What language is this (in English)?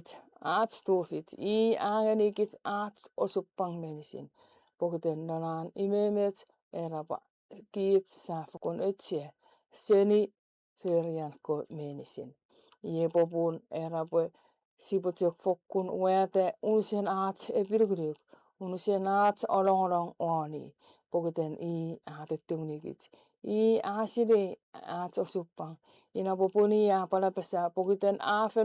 Chuukese